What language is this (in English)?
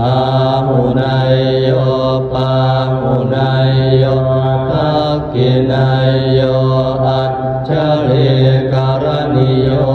Pali